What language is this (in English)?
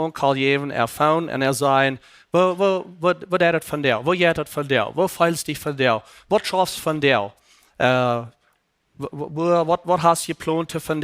Plautdietsch